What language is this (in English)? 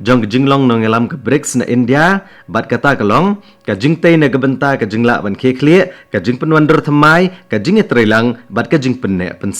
Khasi